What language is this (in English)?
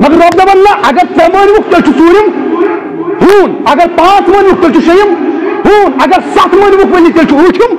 Kashmiri